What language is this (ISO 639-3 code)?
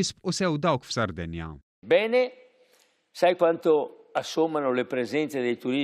mlt